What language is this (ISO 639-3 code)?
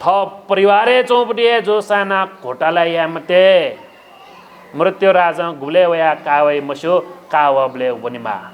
new